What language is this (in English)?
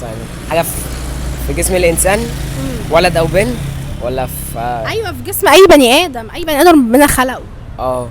Egyptian Arabic